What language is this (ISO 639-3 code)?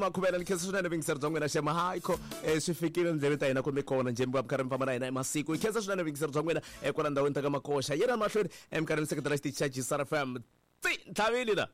tso